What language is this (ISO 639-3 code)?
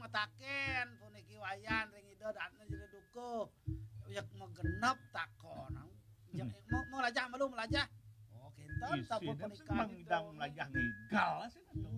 ban